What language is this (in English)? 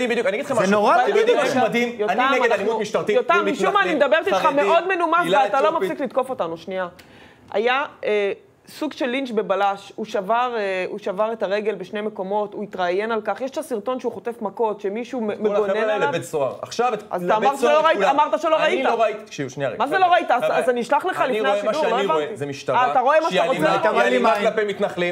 Hebrew